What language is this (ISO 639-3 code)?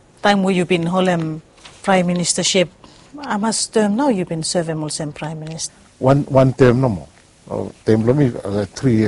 bis